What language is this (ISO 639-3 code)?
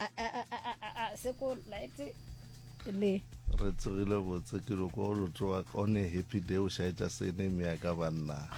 nso